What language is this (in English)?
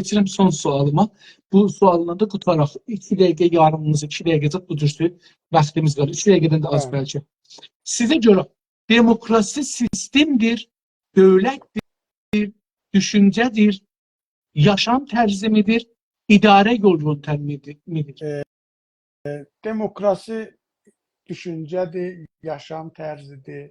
South Azerbaijani